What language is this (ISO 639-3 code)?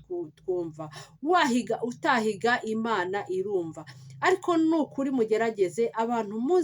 kin